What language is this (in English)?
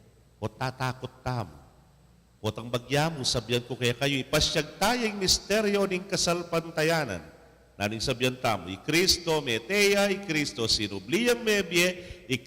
Pampanga